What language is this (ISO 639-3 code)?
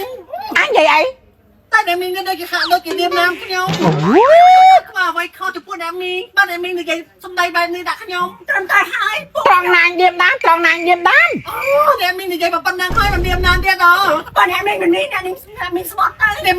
khm